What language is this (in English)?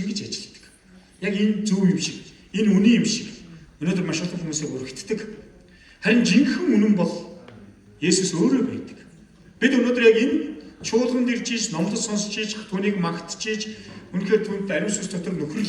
Mongolian